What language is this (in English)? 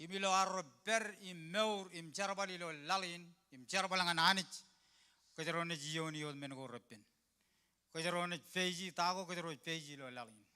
Marshallese